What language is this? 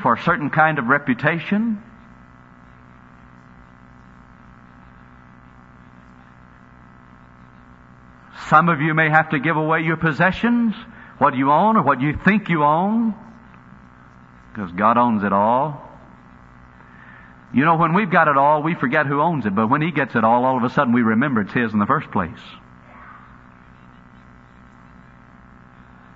English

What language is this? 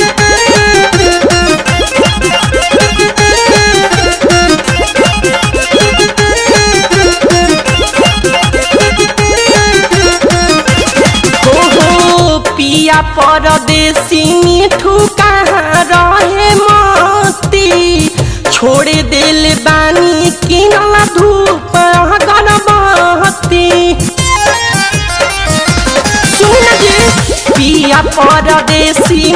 Bhojpuri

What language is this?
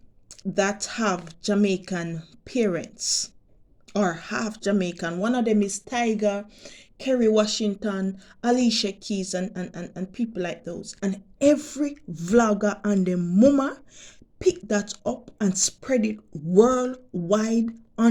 Jamaican Creole English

